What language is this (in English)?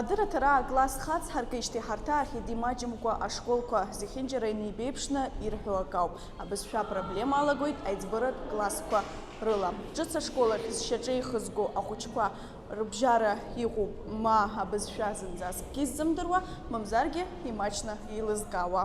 Abkhazian